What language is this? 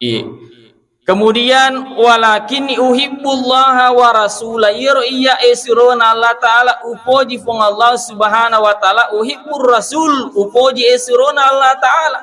Buginese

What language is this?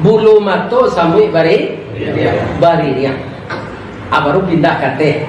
Minangkabau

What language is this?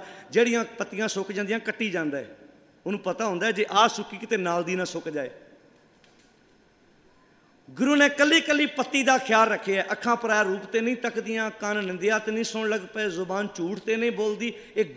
Punjabi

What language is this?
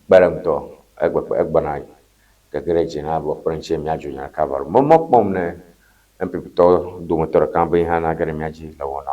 Ewe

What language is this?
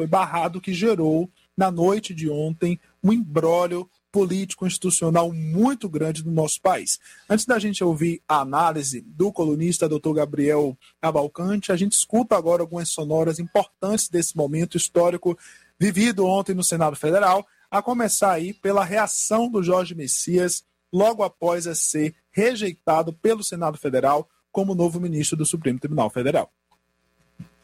Portuguese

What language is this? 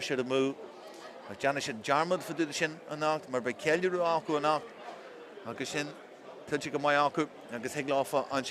Irish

